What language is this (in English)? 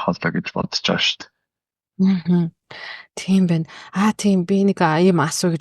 Mongolian